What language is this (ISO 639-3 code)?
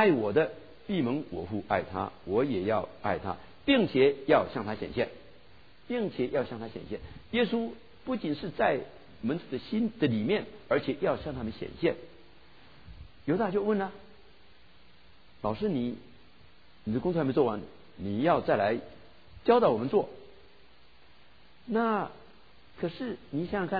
zho